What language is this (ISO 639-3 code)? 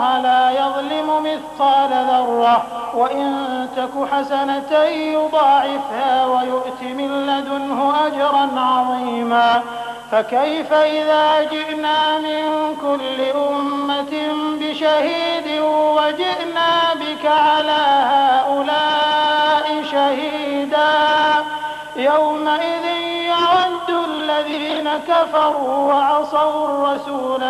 ara